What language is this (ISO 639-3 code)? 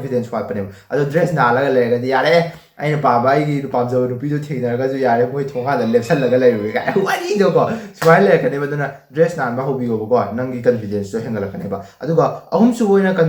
mni